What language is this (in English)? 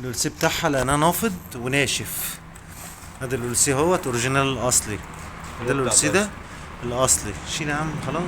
Egyptian Arabic